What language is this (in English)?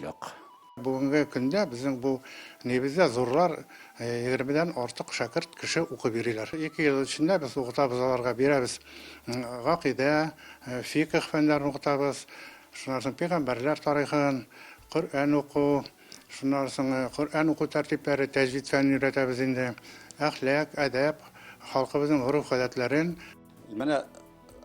Tatar